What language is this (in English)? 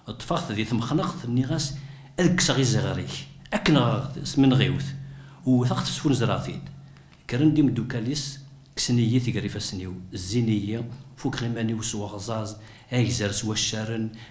Kabyle